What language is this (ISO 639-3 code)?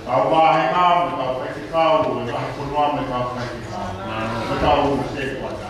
ton